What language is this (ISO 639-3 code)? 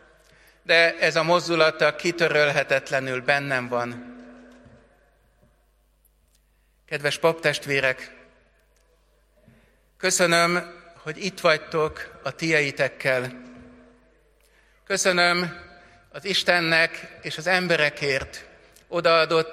hun